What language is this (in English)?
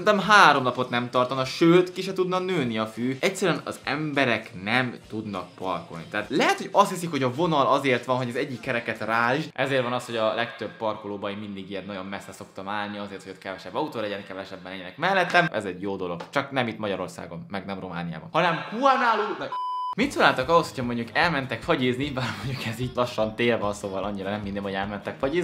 Hungarian